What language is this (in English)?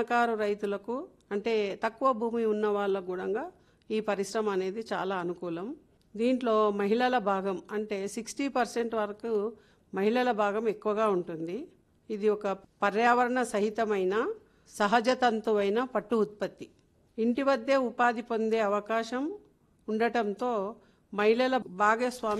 Telugu